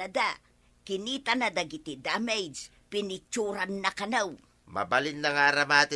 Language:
Iloko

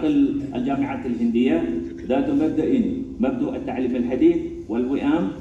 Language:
Arabic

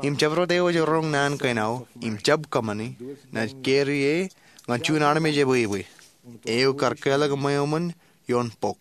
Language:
Marshallese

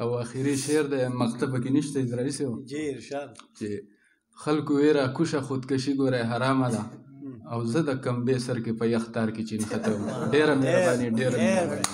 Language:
Pashto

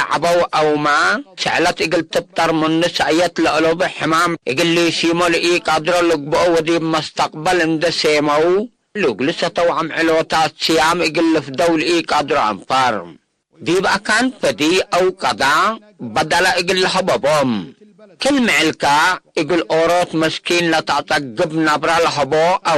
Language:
Tigre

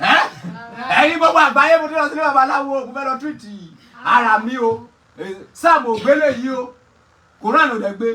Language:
Yoruba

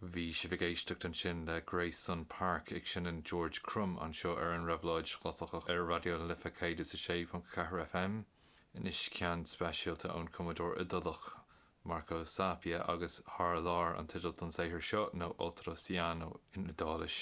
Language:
Irish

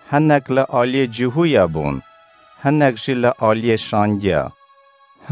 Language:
Kurdish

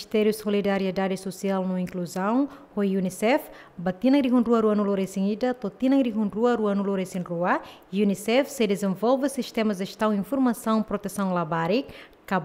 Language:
Tetum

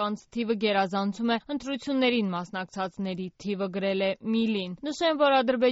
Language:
Armenian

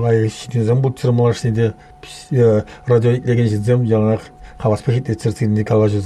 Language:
Chuvash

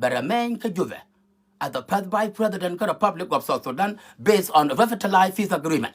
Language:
Nuer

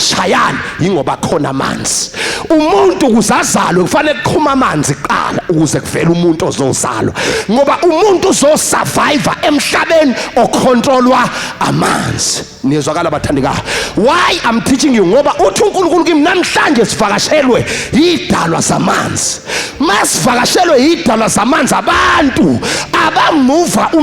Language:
Zulu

